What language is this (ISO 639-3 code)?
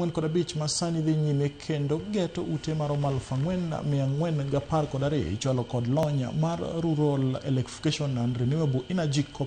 luo